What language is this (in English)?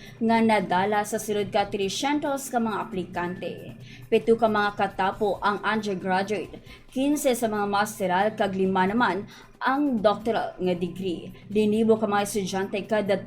Hiligaynon